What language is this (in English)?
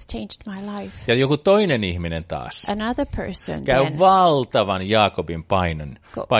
Finnish